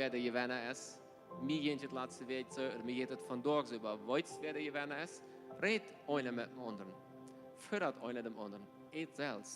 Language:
Plautdietsch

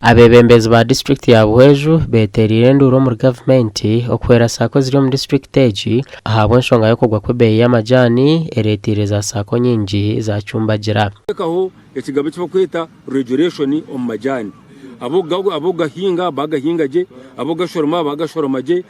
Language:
Nyankole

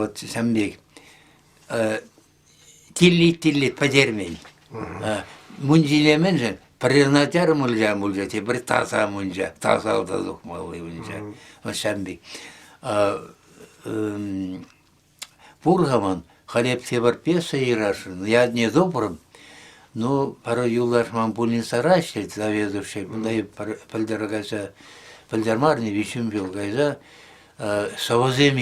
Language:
Chuvash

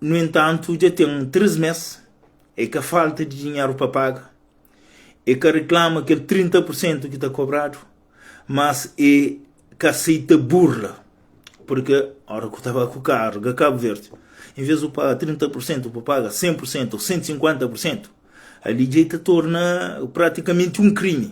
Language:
Kabuverdianu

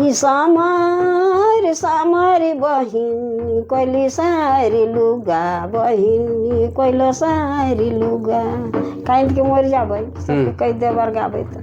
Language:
Sadri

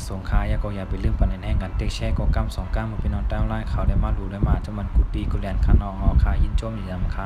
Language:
Shan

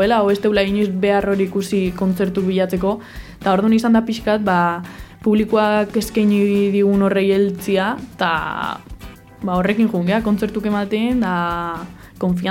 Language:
Basque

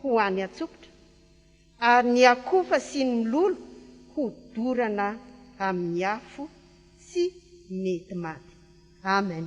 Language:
Malagasy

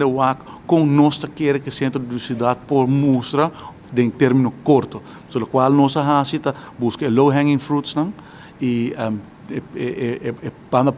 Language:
Papiamento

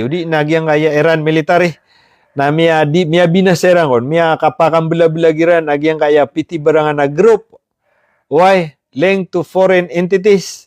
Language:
Maranao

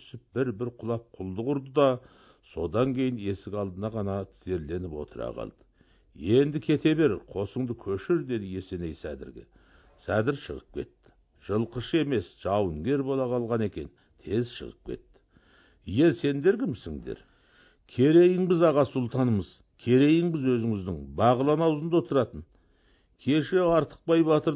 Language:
Kazakh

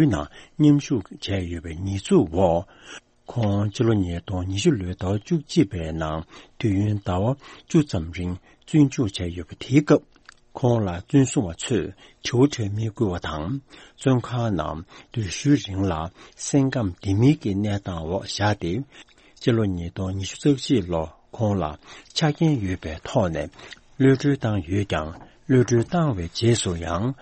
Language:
Tibetan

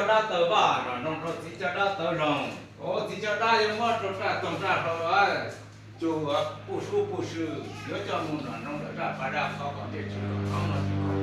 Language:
Hmong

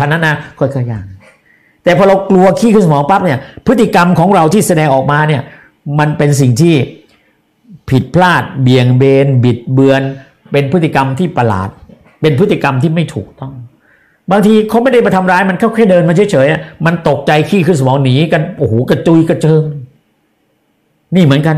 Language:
Thai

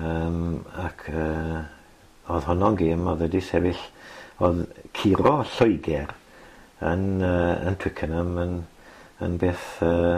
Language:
Welsh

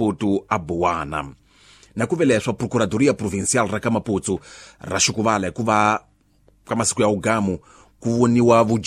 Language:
Tsonga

